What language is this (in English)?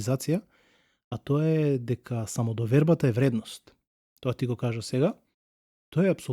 Macedonian